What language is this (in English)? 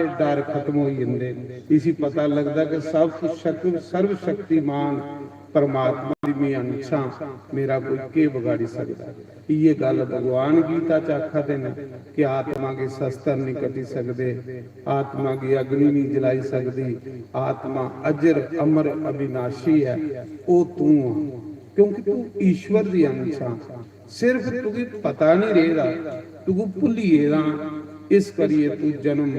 Dogri